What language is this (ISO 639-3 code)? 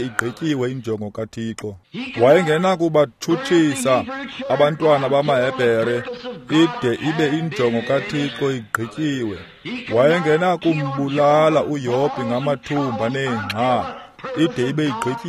xho